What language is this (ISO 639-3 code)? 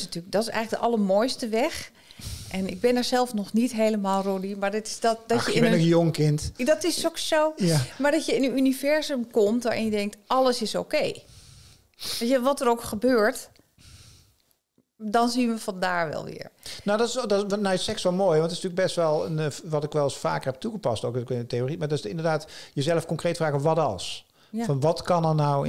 nld